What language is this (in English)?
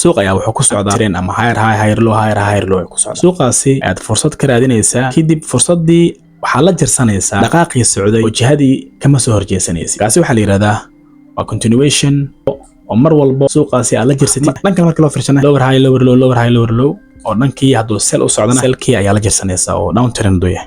Somali